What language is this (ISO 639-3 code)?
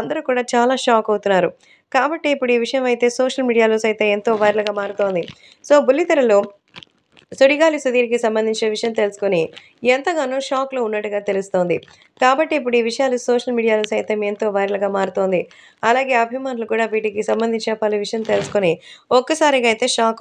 tel